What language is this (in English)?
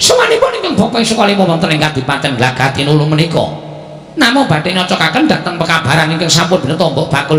Javanese